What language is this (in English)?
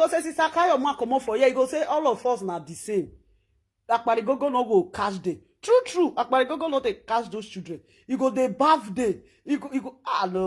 Nigerian Pidgin